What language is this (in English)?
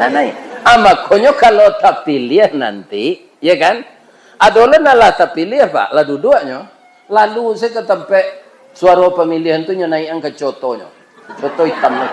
Minangkabau